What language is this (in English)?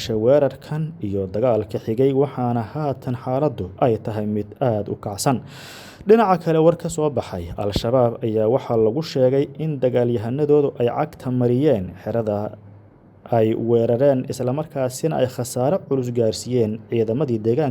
Somali